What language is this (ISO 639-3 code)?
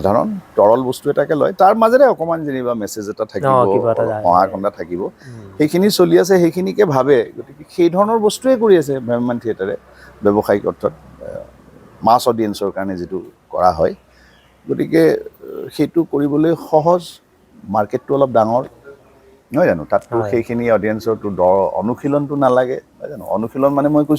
asm